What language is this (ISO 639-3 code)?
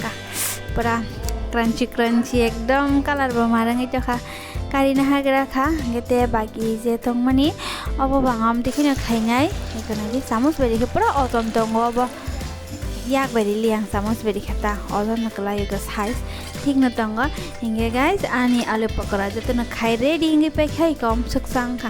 trp